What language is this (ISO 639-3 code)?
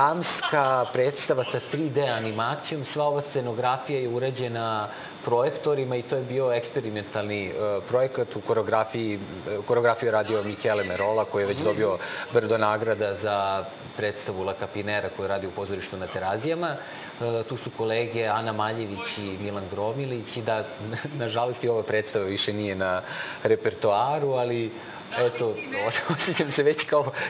srp